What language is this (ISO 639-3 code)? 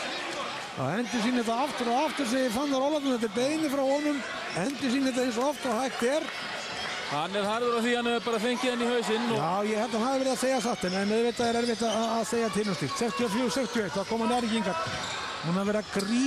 isl